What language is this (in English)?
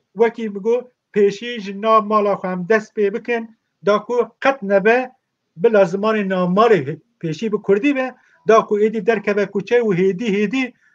Kurdish